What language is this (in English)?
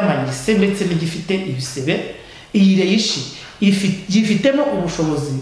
Kinyarwanda